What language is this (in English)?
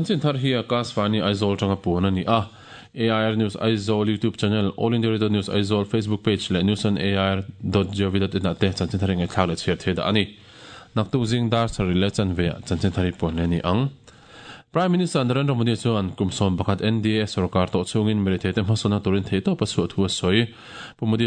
Mizo